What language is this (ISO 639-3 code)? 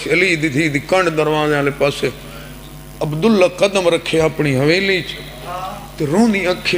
skr